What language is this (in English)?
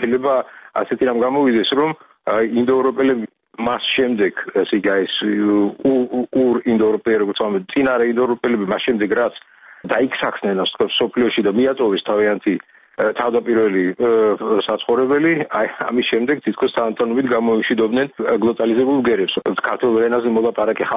Georgian